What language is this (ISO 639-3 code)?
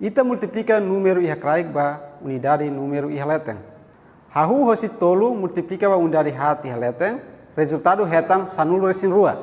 tet